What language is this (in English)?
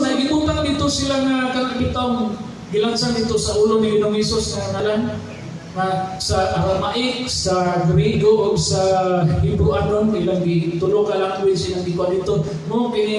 Cebuano